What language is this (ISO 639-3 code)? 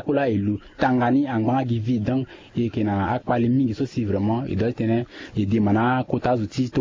sag